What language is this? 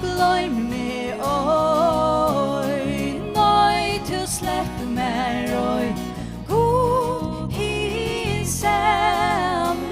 Faroese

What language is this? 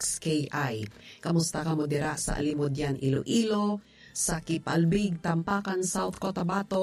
Hiligaynon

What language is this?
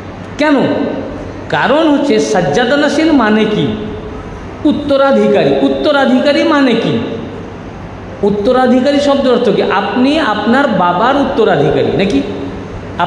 Bangla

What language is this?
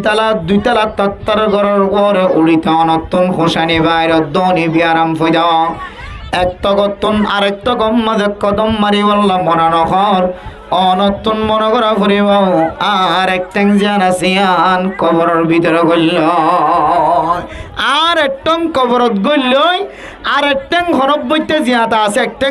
Rohingya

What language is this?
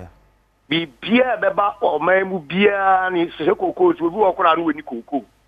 Akan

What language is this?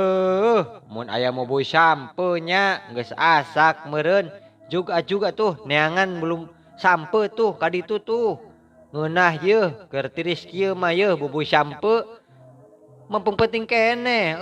Sundanese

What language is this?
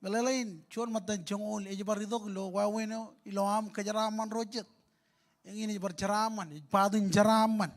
Marshallese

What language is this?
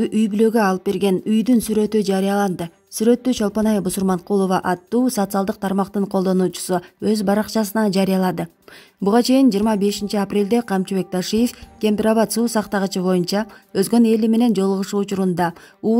Kyrgyz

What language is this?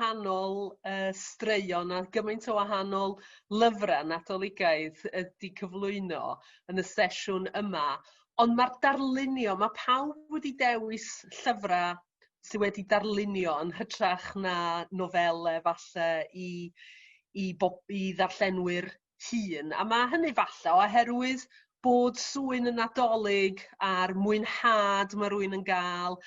Welsh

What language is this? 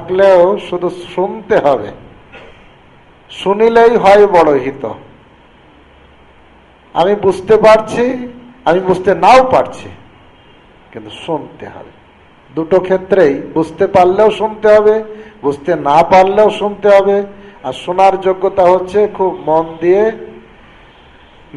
Bangla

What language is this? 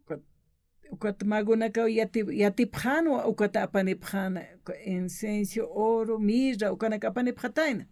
Aymara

